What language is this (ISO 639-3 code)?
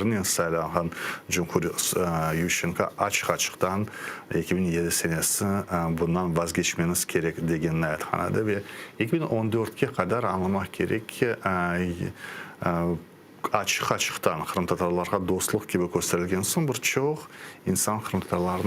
crh